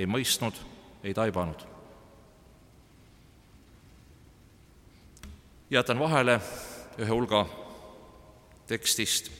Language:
Estonian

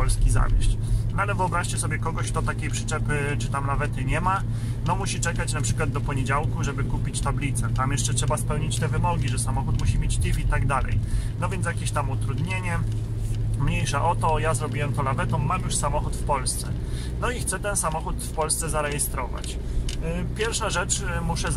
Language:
Polish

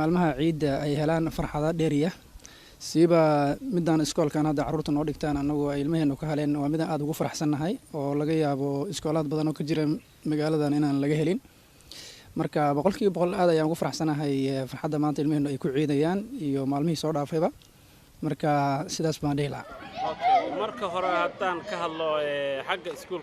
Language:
Somali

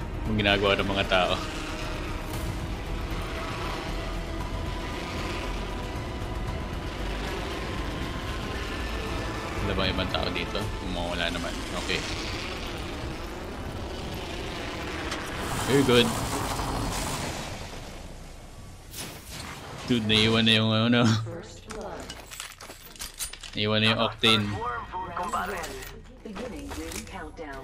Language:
Filipino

